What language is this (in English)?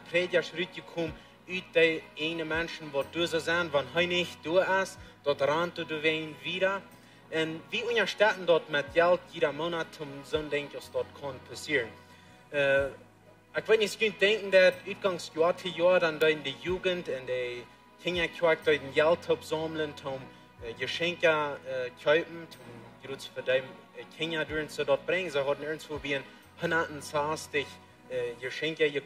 Plautdietsch